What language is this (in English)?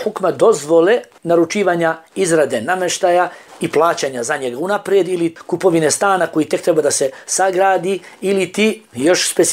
Bosnian